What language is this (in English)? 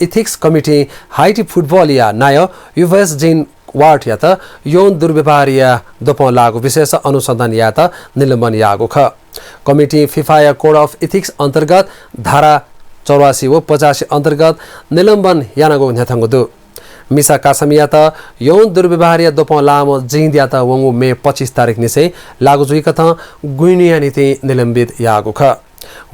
Newari